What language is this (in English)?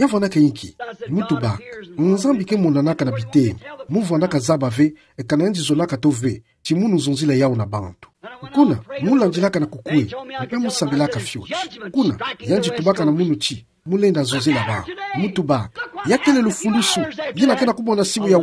Kituba (Democratic Republic of Congo)